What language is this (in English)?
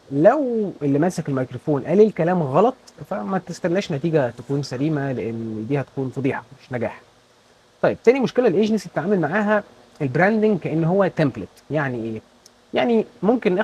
Egyptian Arabic